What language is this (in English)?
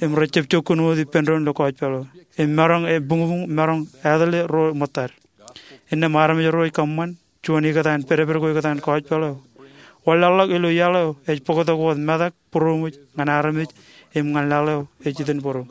Marshallese